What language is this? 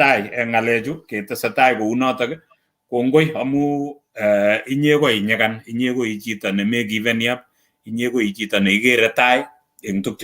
Kalenjin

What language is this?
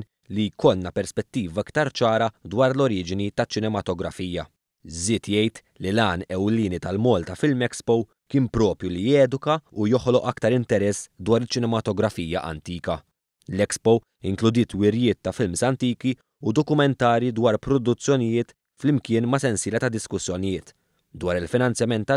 Maltese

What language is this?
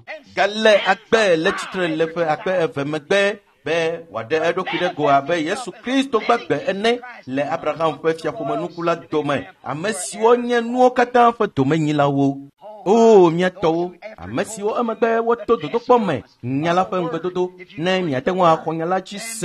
Ewe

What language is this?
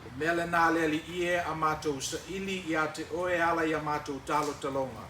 Samoan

